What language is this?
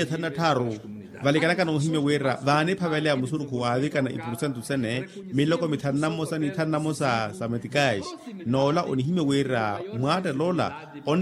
Makhuwa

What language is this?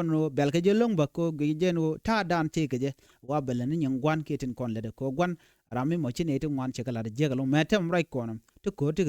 Nuer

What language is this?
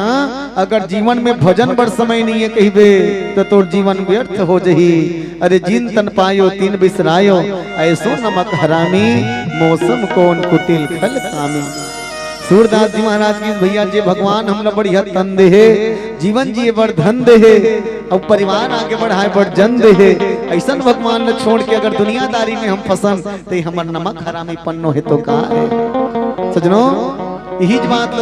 Chhattisgarhi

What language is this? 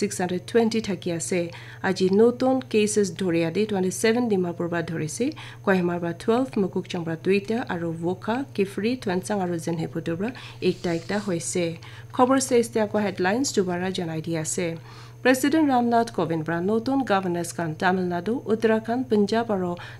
Naga Pidgin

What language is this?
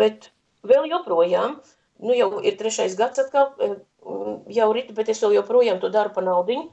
Latvian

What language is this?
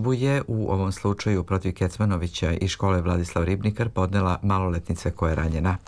Serbian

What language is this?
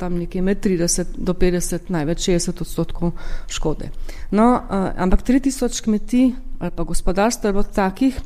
Slovenian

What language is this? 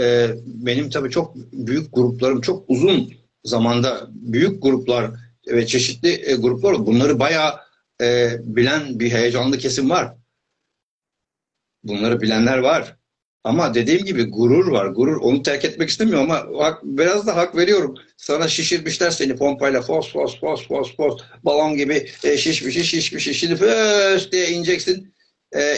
Turkish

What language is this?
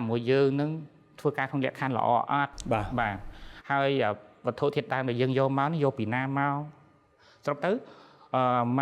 Khmer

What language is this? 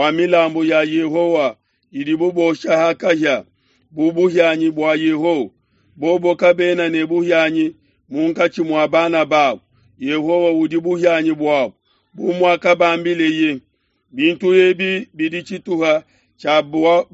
Luba-Lulua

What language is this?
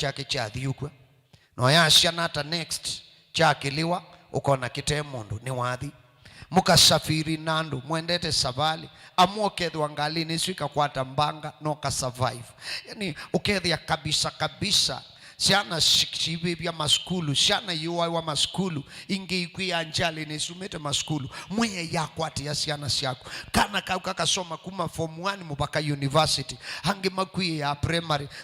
Kamba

